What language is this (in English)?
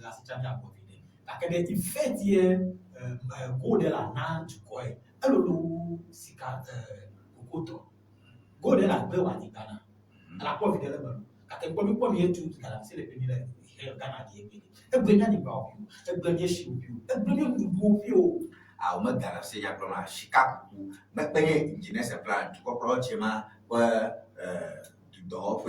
Ewe